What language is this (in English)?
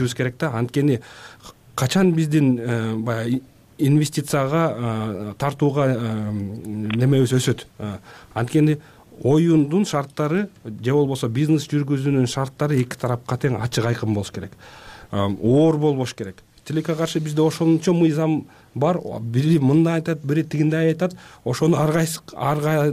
Kyrgyz